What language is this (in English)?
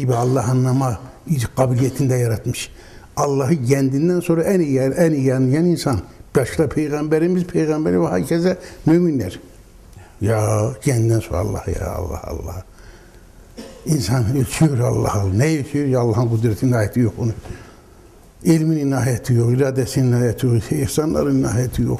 Turkish